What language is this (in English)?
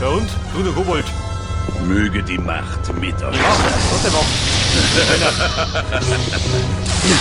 Bavarian